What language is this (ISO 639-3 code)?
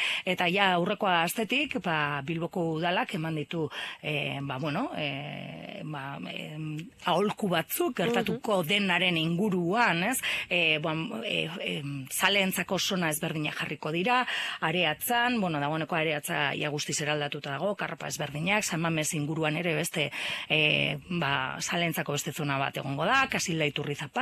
eus